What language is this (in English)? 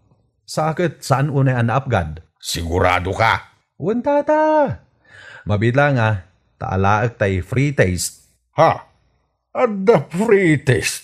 Iloko